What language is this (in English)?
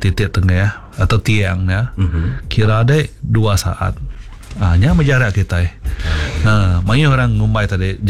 Iban